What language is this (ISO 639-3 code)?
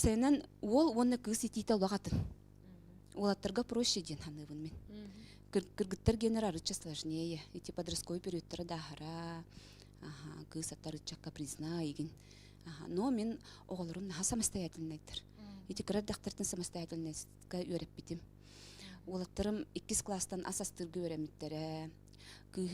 sah